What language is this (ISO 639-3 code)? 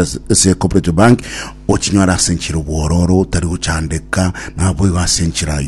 guz